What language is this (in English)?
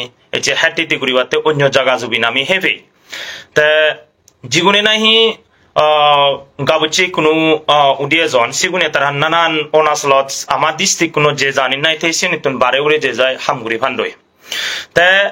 Chakma